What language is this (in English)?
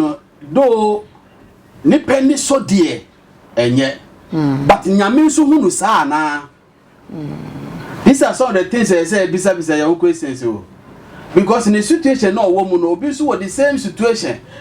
Akan